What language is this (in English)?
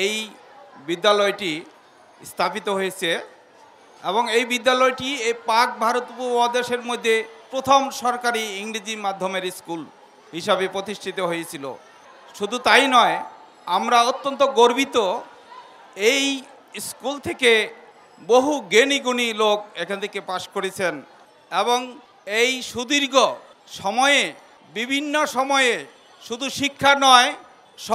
Bangla